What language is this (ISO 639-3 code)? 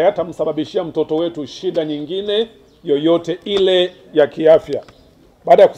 swa